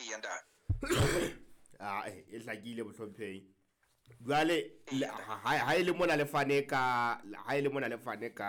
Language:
Southern Sotho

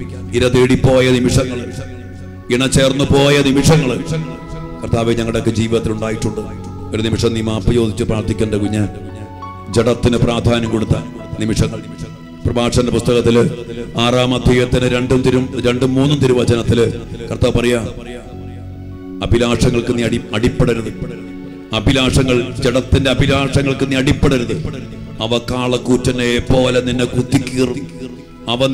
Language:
Malayalam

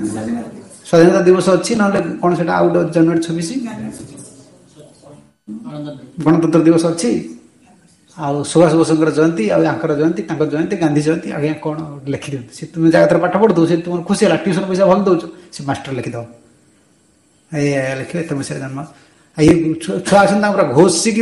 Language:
Odia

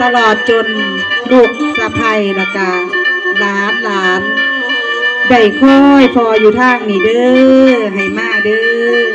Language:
Northeastern Thai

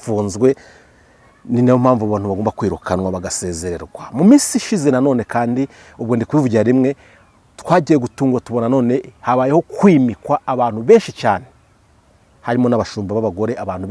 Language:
Kinyarwanda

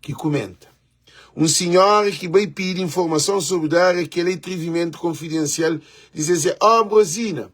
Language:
Kabuverdianu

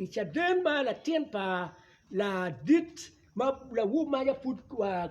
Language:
Acoli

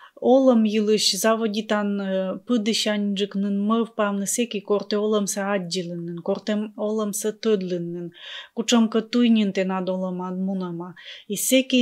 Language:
Komi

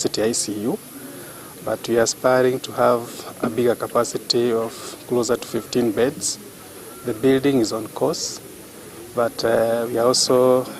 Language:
Gusii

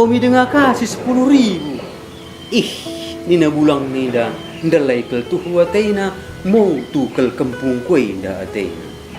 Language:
Batak Karo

